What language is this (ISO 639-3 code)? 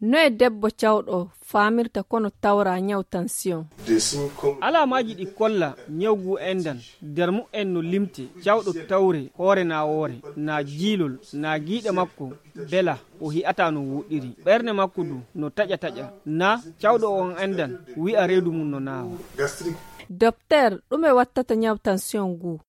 fuv